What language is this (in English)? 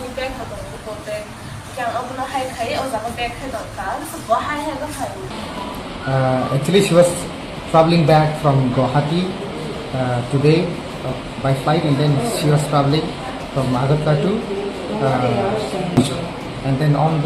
Kok Borok